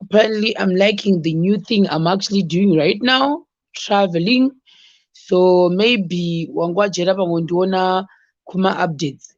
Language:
Shona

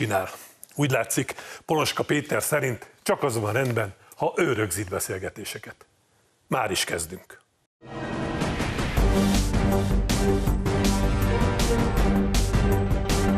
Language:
Hungarian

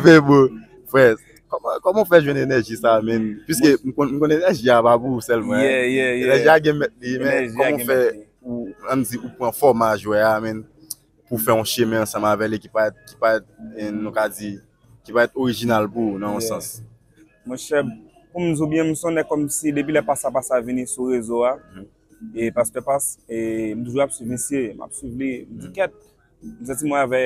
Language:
Haitian Creole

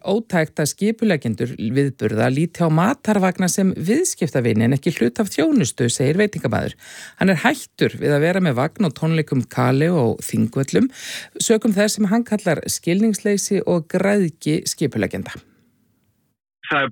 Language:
Icelandic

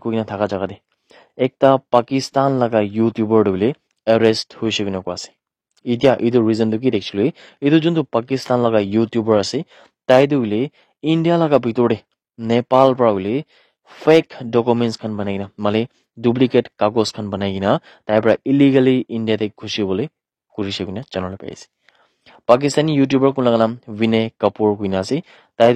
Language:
Naga Pidgin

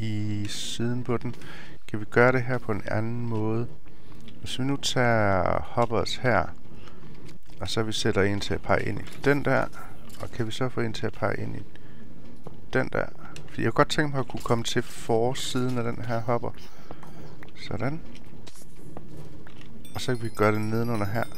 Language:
Danish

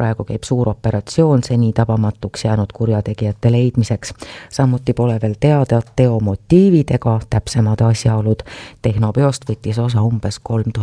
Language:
Estonian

